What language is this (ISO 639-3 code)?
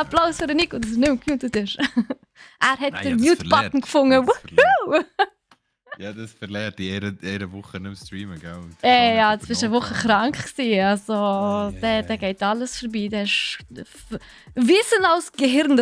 gsw